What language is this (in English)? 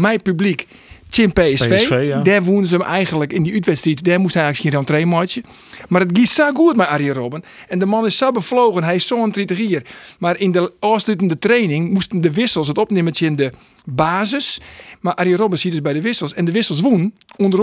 Western Frisian